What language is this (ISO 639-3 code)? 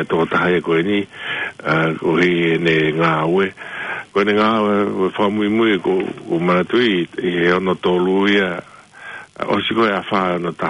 ton